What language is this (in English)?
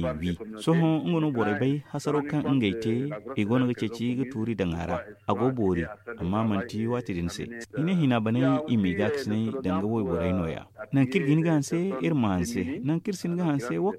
Zarma